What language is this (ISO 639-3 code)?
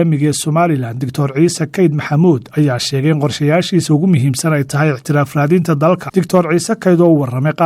som